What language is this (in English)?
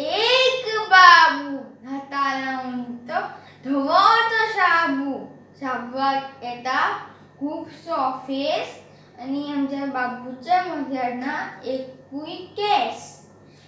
Konkani